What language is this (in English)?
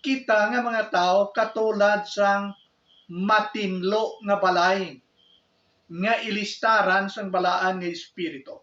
Hiligaynon